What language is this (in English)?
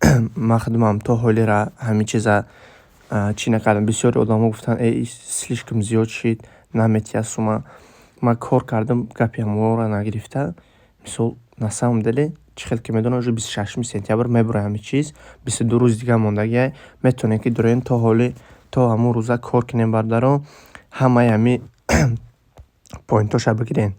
Tajik